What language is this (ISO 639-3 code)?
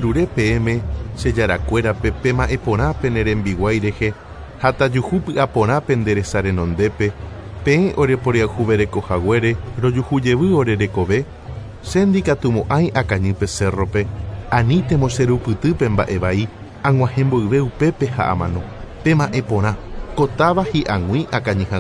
grn